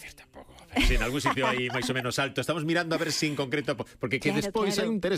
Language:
Galician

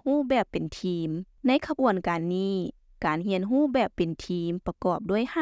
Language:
Lao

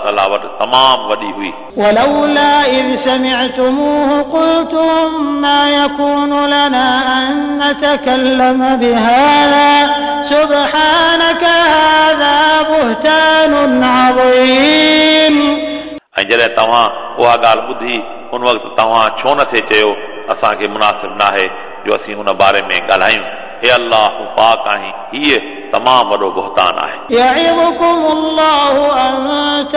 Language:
Sindhi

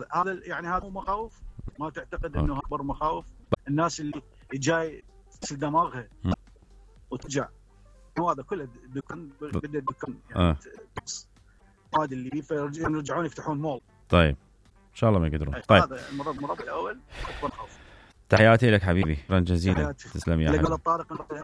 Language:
Mesopotamian Arabic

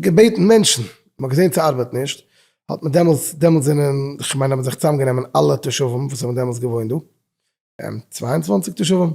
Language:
Yiddish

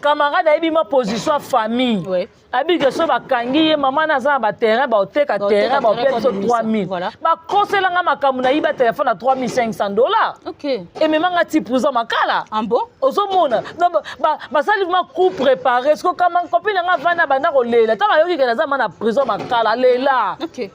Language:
Lingala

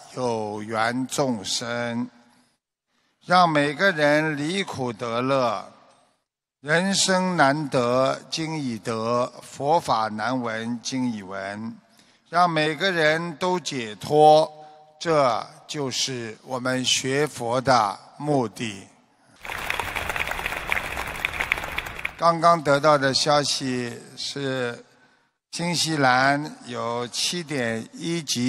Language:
Chinese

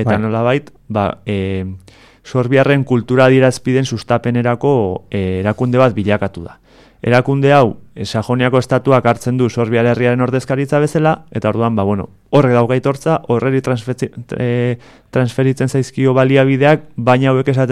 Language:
Basque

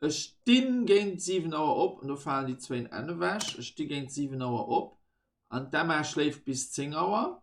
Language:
Luxembourgish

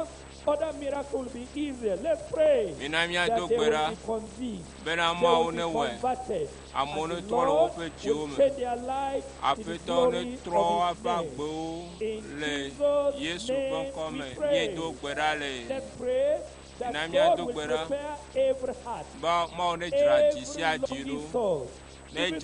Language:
Ewe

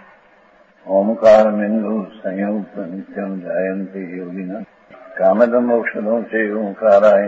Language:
Gujarati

